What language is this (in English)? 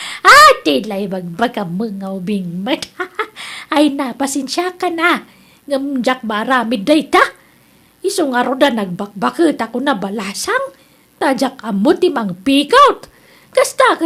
Iloko